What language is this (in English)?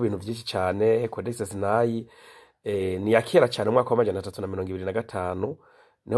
Rundi